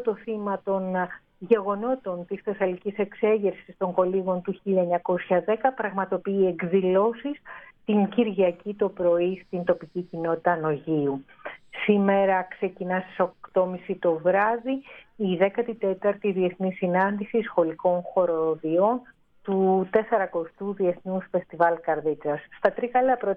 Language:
Greek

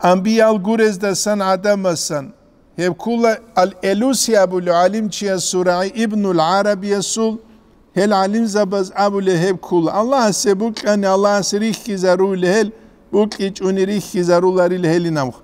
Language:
Avaric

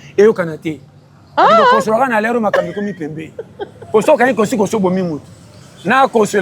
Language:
Lingala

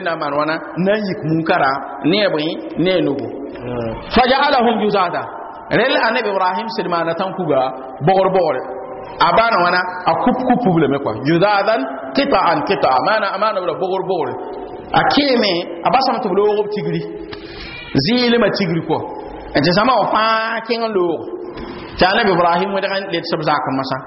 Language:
Mossi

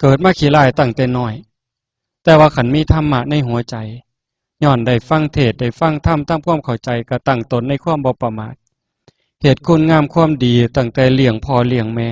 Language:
Northeastern Thai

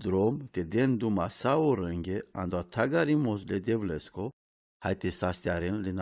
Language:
Romany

